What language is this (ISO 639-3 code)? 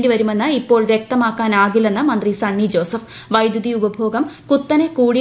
mal